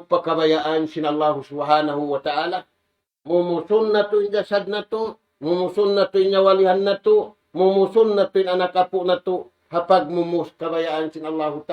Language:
Tausug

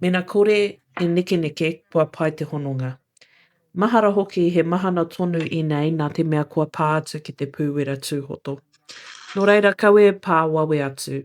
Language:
Māori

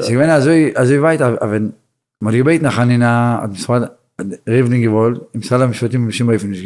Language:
Yiddish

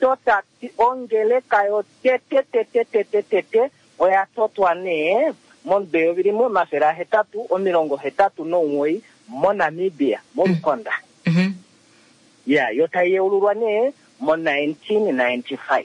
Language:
Kuanyama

